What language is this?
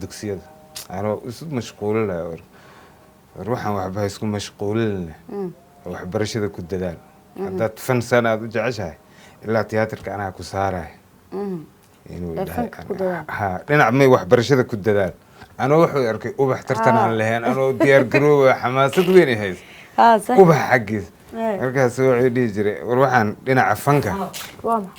Somali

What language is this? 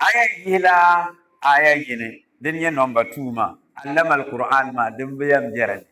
Dagbani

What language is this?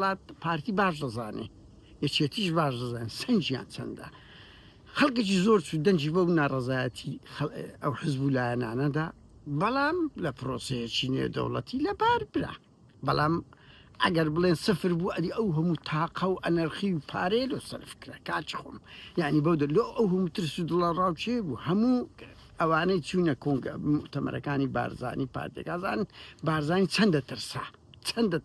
Central Kurdish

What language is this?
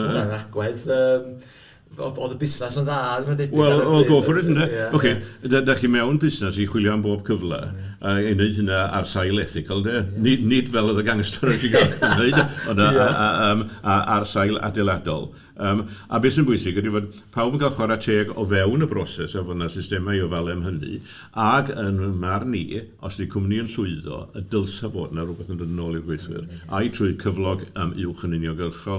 Welsh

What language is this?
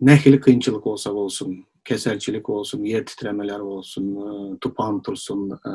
Turkmen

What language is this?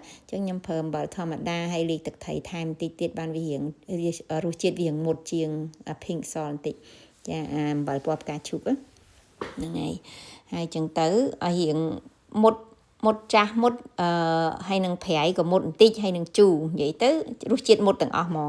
Khmer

